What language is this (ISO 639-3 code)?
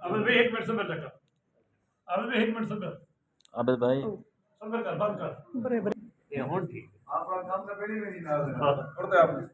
skr